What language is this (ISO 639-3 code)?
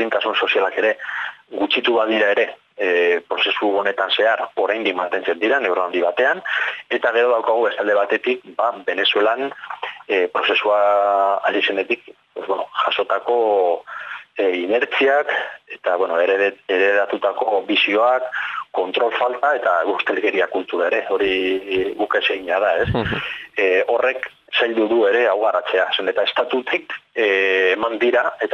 eus